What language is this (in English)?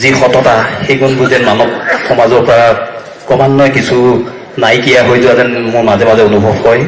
Assamese